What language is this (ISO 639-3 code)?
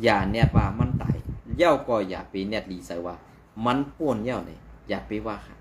shn